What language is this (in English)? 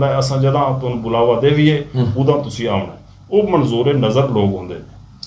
Saraiki